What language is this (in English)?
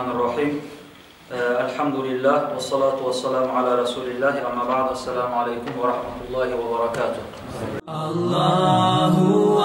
Kumyk